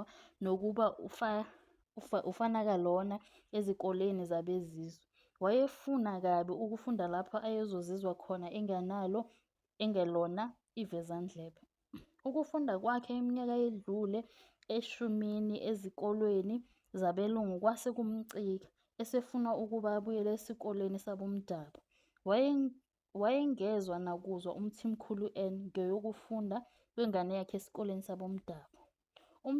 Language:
Zulu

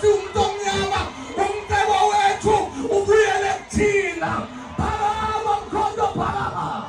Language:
Zulu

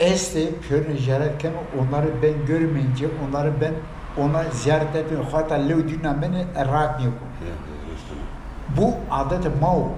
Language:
Zaza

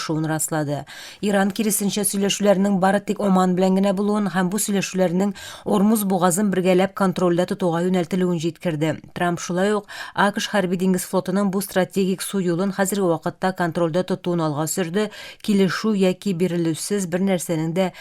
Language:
Tatar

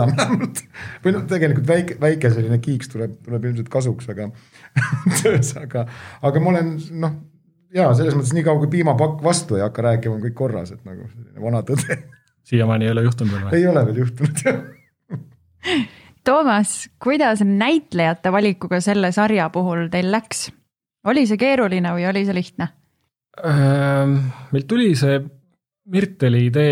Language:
Estonian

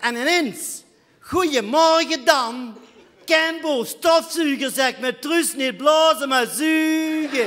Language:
Limburgish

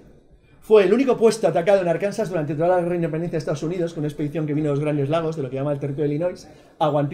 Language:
Spanish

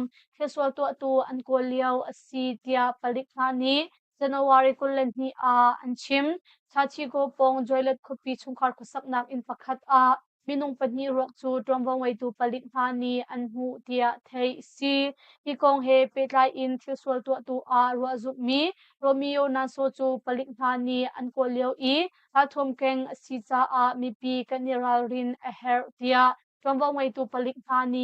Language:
Hakha Chin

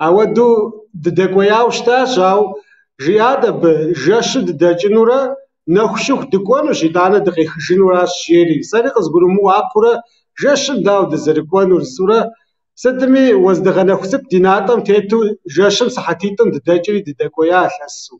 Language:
Kabardian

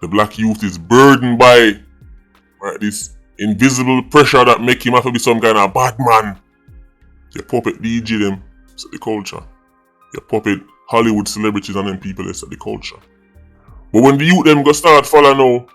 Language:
Jamaican Creole English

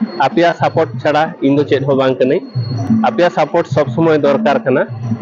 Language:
Santali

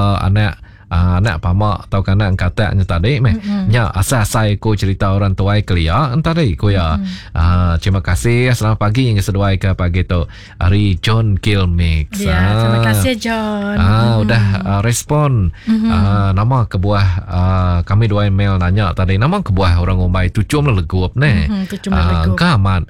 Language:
Iban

